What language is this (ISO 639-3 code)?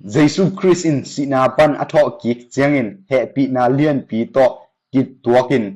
ctd